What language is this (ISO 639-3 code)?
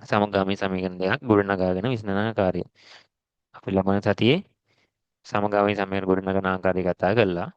sin